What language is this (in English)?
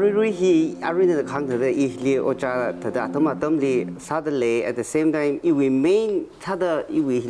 Tangkhul Naga (India)